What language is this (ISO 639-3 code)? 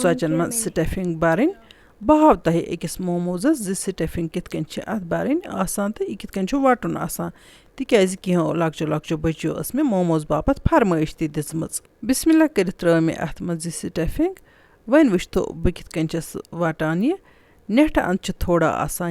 kas